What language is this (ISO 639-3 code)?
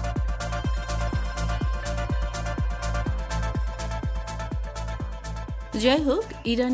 ben